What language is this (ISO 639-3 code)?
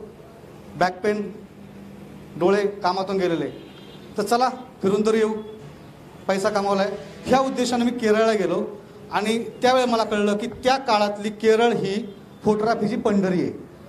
mar